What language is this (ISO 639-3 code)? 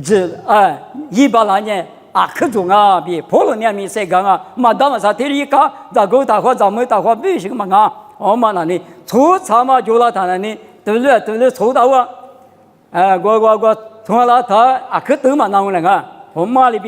lis